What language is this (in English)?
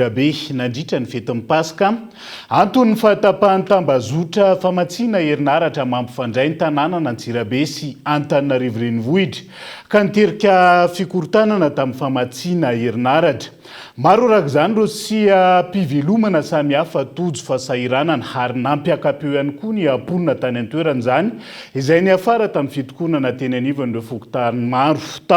Malagasy